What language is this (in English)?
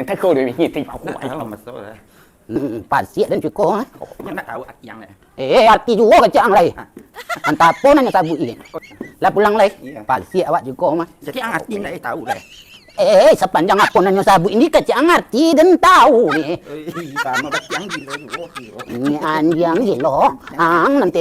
Minangkabau